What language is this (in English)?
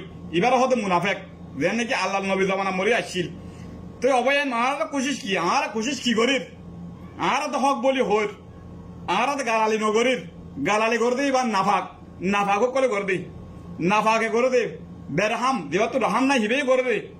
Rohingya